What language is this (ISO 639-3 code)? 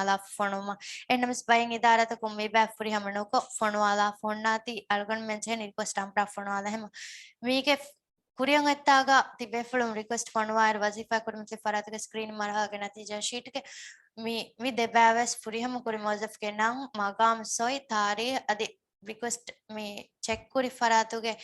div